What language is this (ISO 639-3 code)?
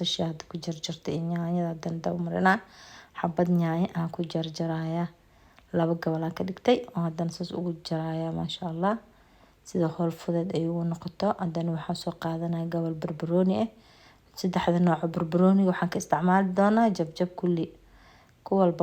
som